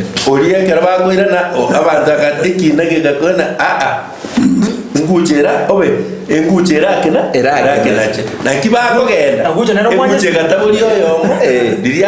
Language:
Gusii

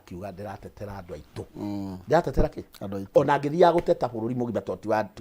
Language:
Kikuyu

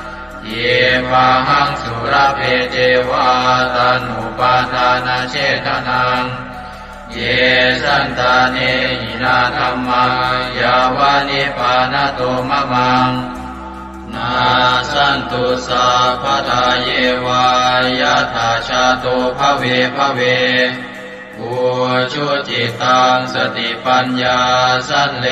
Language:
Pali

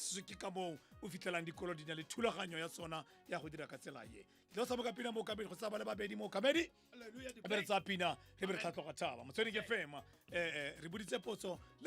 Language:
Tswana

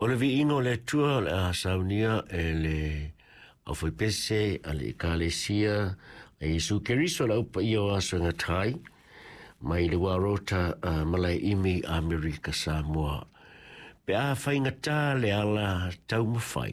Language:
Samoan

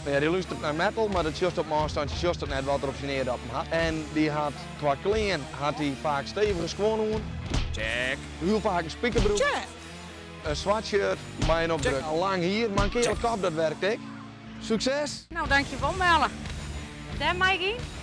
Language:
Western Frisian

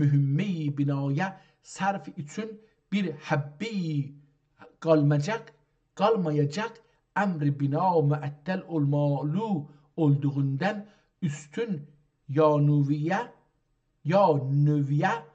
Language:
South Azerbaijani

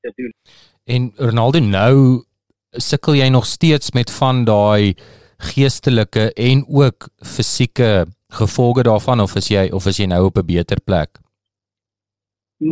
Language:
Afrikaans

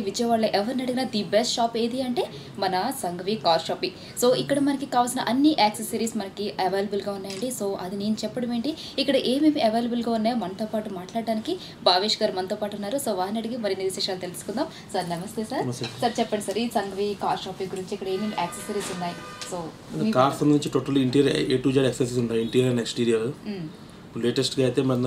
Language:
Telugu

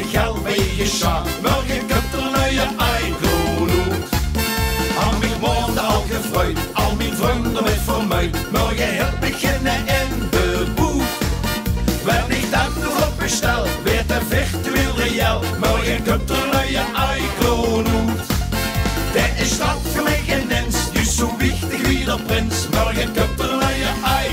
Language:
Limburgish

